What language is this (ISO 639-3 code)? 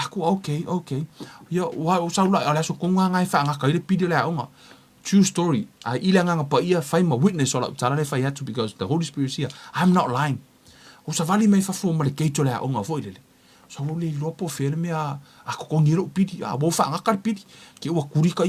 smo